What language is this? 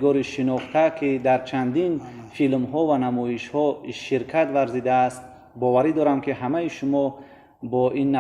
Tajik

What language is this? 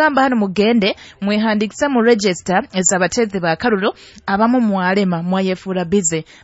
Nyoro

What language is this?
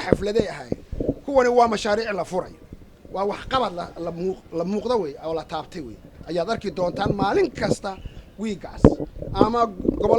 Somali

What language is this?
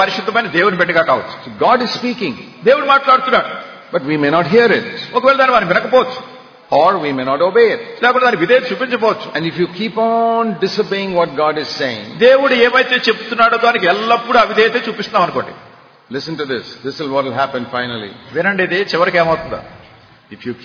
Telugu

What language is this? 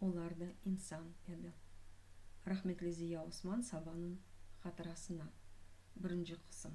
Crimean Tatar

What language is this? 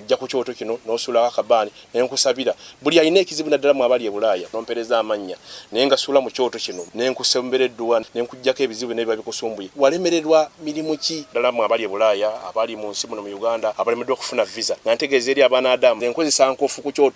Ganda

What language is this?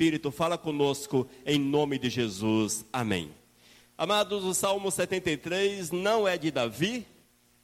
Portuguese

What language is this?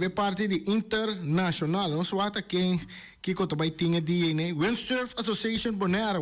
Papiamento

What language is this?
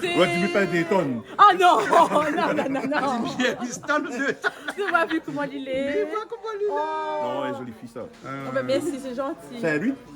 Réunion Creole French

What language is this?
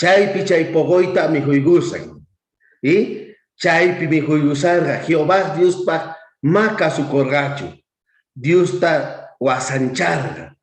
South Bolivian Quechua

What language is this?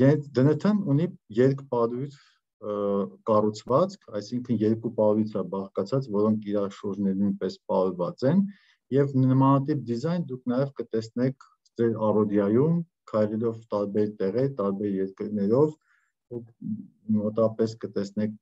Armenian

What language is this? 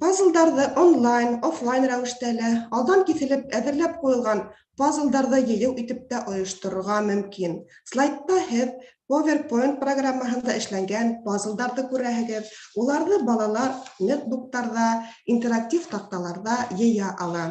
Bashkir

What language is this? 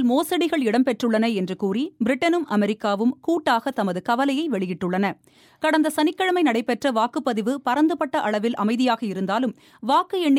Tamil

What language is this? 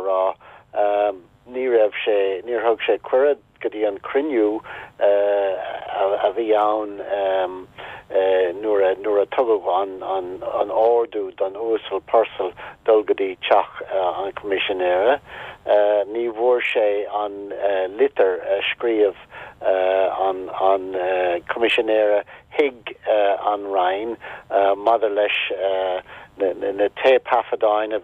Irish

